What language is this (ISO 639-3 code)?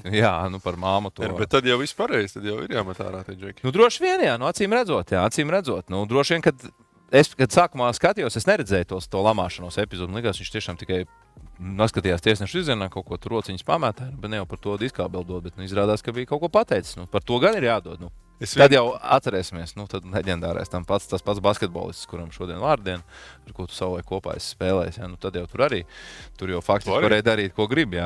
lav